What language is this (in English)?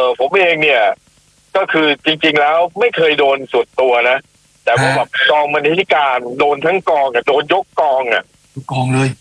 Thai